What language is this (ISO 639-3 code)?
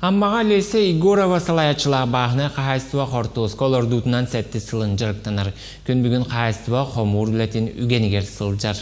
sah